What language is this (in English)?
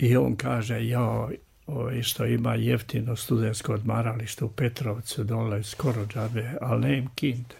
Serbian